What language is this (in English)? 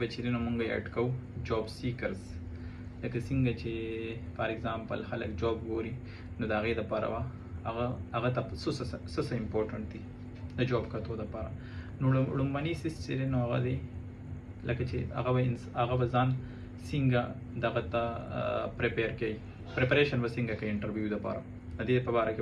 Pashto